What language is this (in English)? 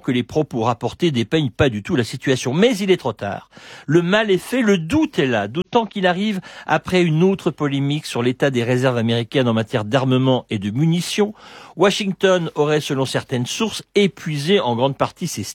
French